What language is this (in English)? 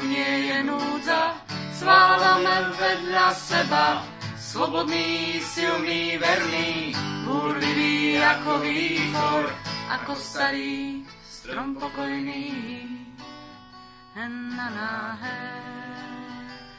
Slovak